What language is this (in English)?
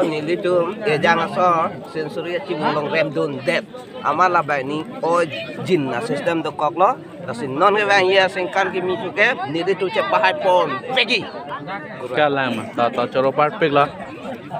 Karbi